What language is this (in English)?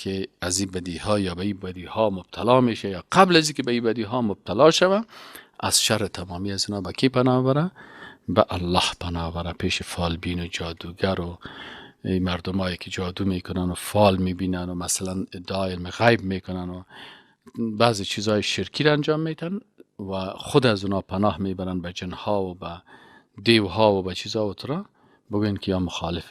Persian